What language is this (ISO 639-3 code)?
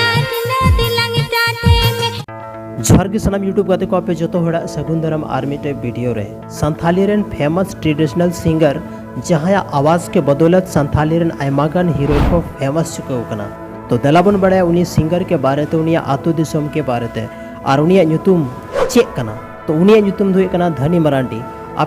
sat